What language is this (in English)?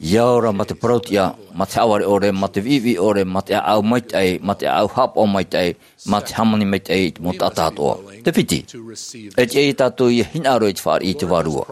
Tahitian